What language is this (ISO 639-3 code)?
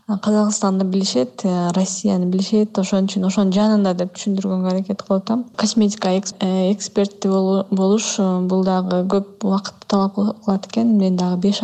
kir